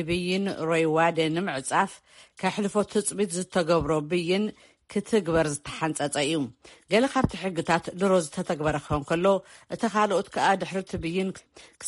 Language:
Tigrinya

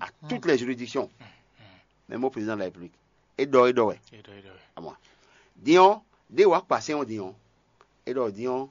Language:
Fon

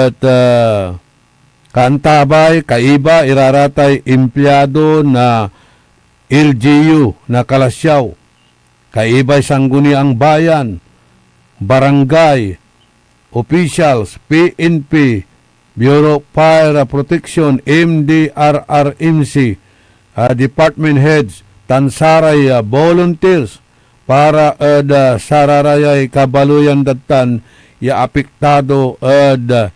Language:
Pangasinan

